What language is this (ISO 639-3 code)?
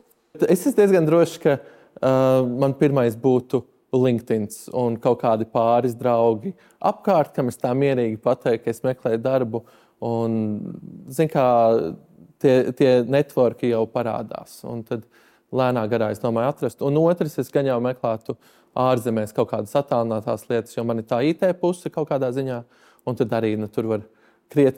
lav